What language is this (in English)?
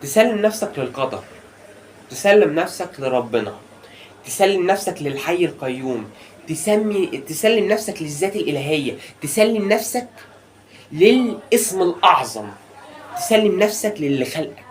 Egyptian Arabic